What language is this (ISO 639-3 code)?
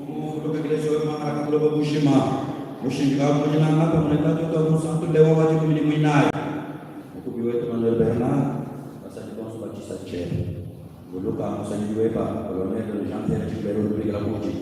lua